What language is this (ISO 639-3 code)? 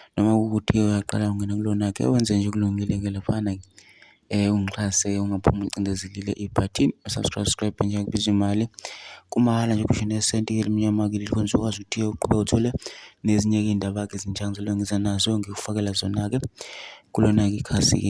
zul